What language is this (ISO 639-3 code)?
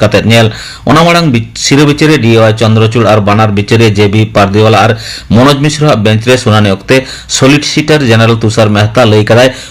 sat